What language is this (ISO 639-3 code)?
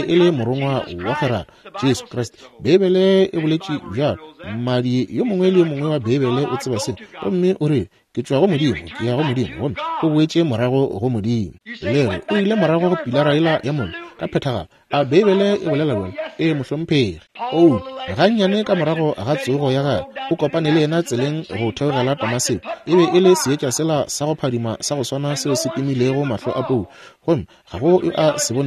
nso